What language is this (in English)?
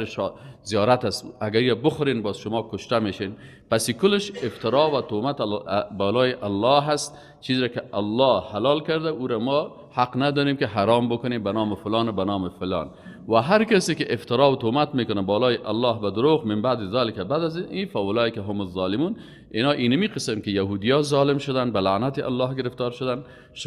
Persian